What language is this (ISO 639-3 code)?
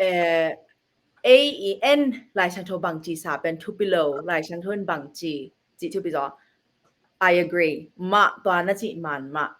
ctd